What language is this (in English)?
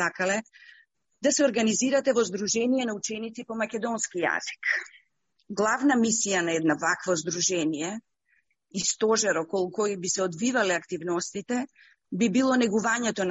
Macedonian